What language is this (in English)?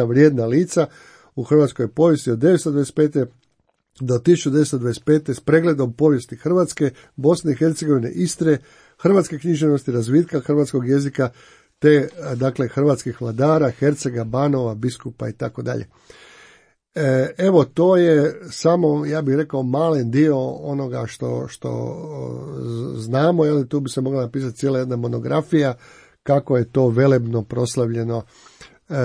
Croatian